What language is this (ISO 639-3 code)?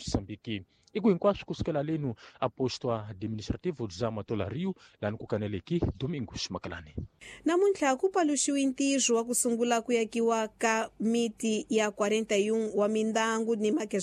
tso